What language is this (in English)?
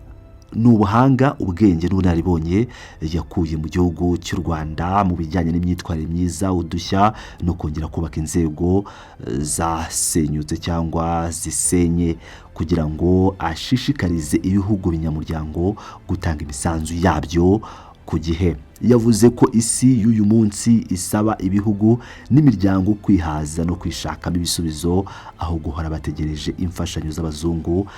Kinyarwanda